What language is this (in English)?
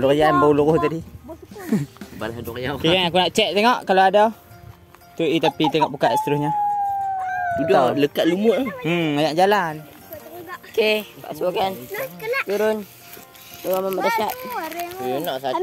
Malay